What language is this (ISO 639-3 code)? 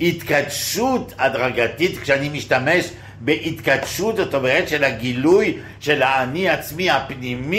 heb